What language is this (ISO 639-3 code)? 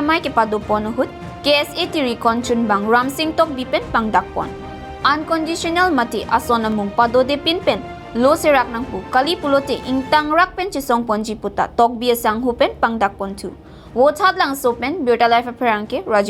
mjw